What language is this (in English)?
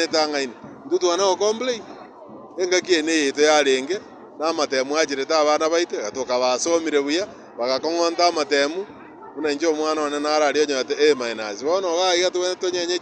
Gusii